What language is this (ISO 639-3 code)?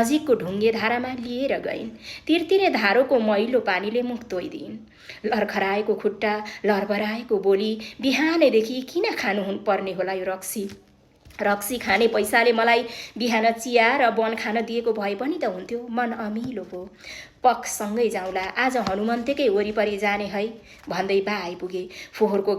nep